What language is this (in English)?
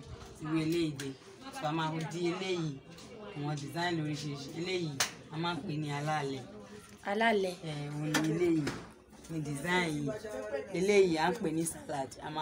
Yoruba